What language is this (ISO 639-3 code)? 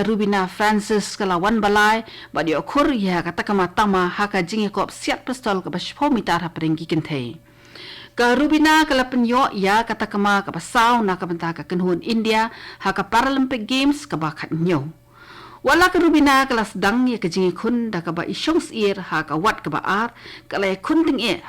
kha